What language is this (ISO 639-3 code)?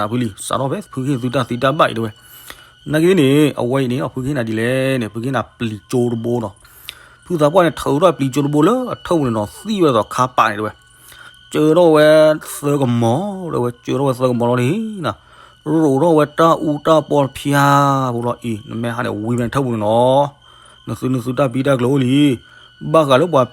ksw